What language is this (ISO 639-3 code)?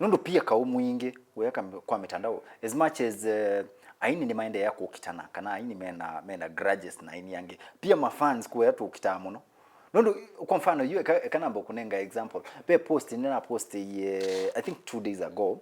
kam